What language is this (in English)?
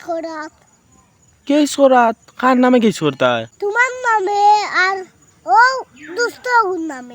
Sylheti